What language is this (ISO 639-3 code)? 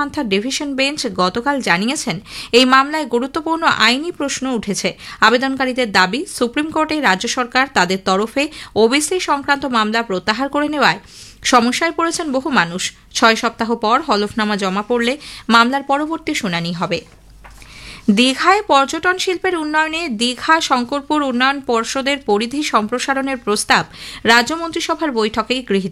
ben